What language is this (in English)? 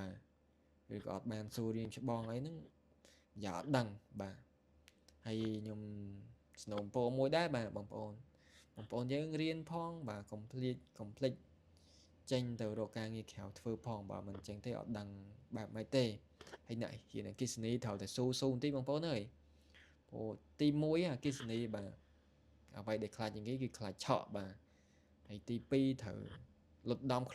Khmer